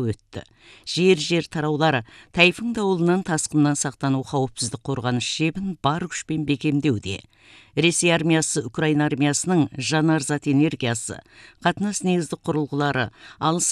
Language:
Kazakh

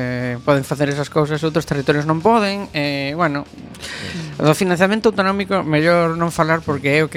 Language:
Galician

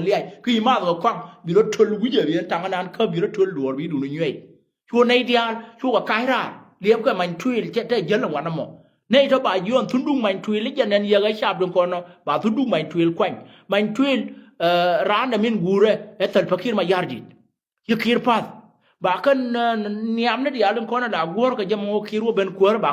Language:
Nuer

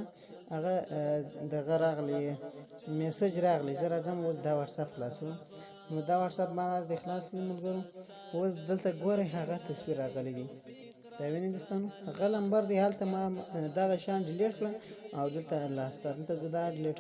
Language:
Pashto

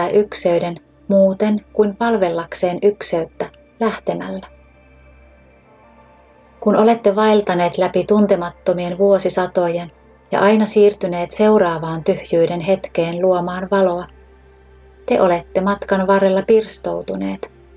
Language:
Finnish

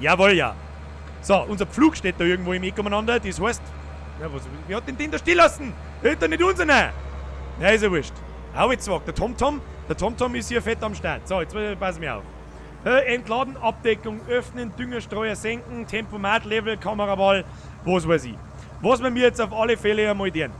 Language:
Bavarian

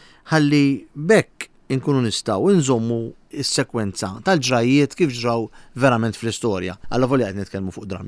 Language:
Maltese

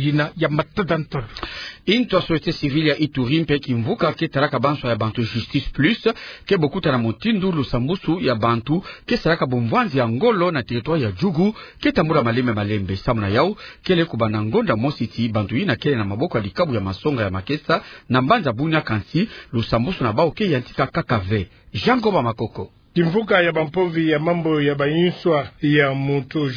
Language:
Kituba (Democratic Republic of Congo)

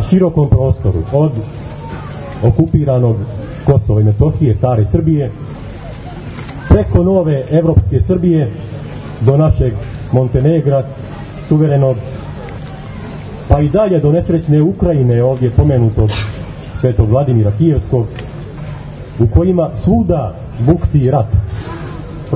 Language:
Serbian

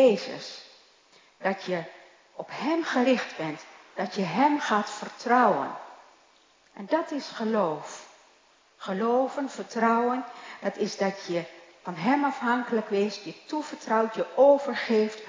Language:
Dutch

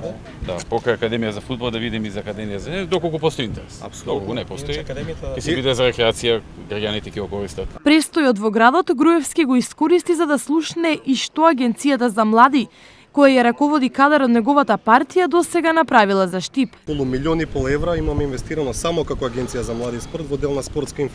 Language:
Macedonian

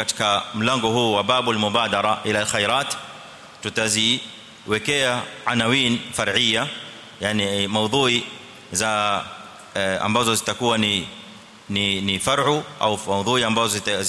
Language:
Swahili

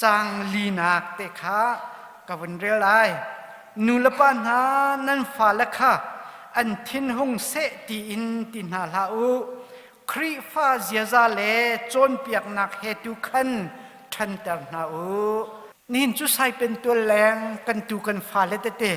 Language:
Hakha Chin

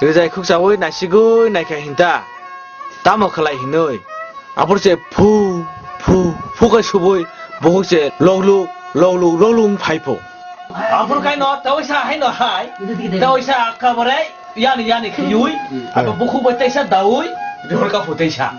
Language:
Kok Borok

